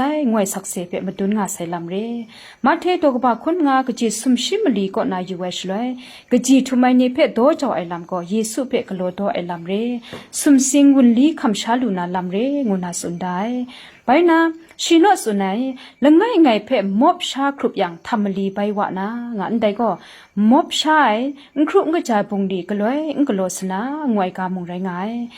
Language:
Kachin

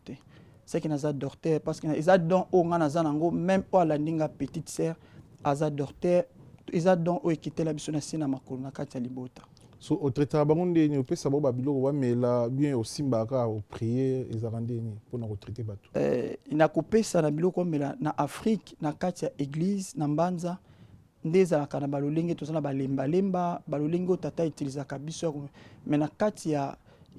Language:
Lingala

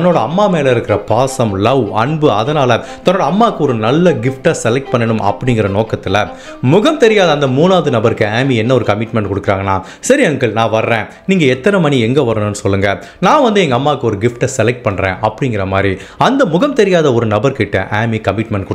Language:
Tamil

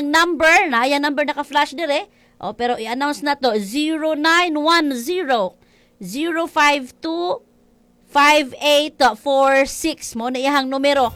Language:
Cebuano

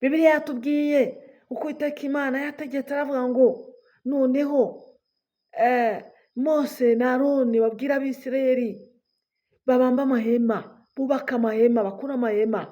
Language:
Kinyarwanda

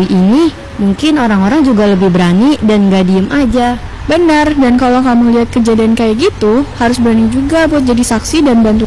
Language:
Indonesian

